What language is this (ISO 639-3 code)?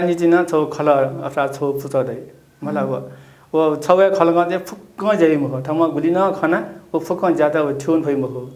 new